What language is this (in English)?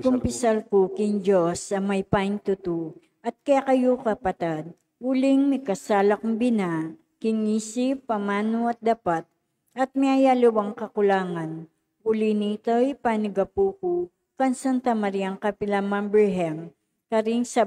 Pampanga